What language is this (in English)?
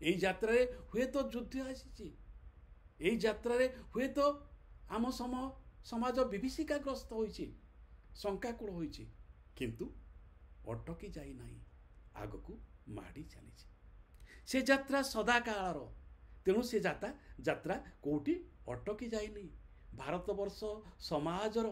Odia